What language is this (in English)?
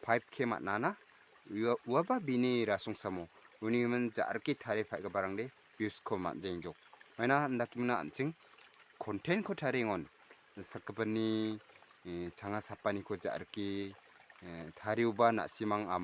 Garo